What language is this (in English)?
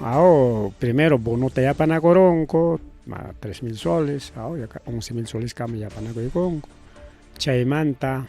Ayacucho Quechua